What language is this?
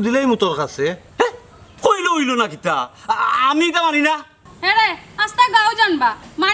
Sylheti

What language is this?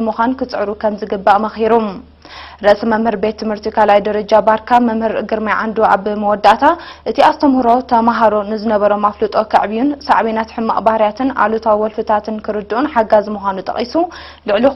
Tigrinya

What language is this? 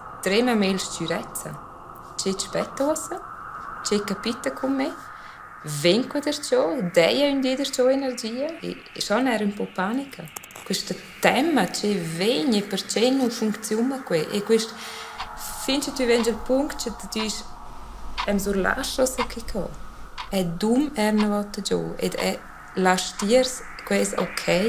Romansh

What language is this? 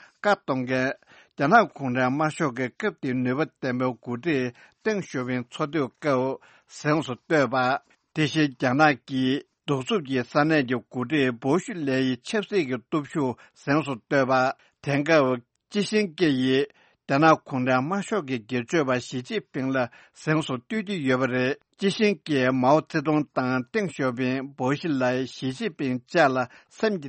Tibetan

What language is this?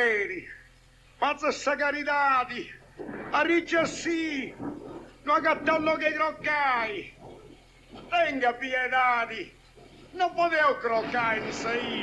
Sardinian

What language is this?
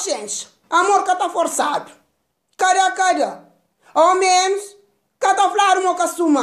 Kabuverdianu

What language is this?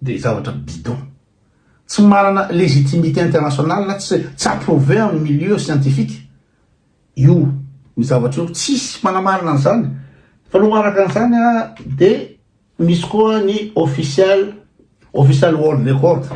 Malagasy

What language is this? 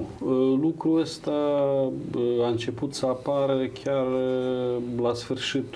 Romanian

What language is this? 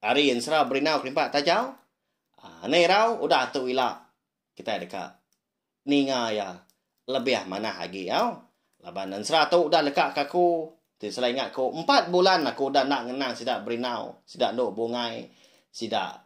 Iban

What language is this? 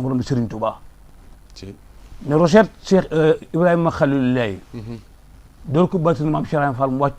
Wolof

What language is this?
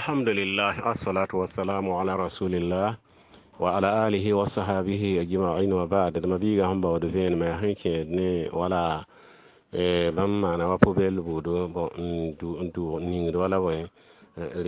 Mossi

